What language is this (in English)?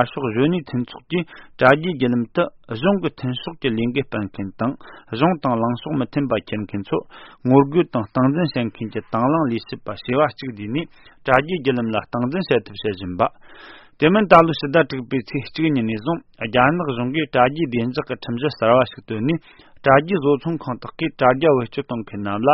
Tibetan